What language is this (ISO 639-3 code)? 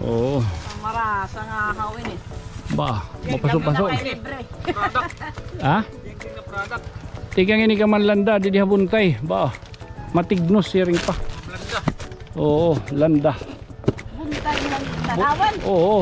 war